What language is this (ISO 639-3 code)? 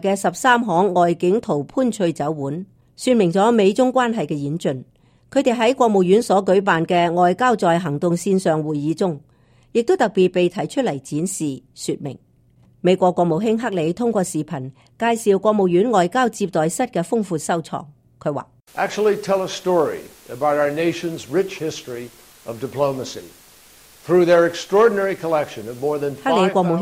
yue